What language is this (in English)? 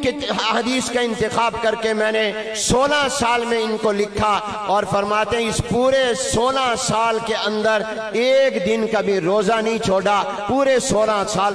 Urdu